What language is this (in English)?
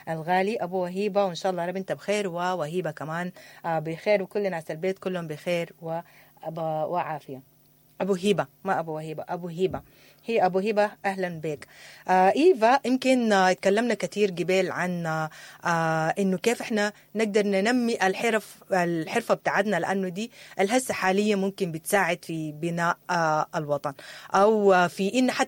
Sudanese Arabic